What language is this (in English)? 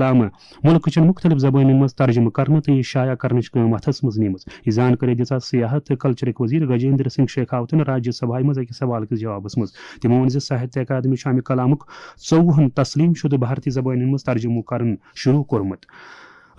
Kashmiri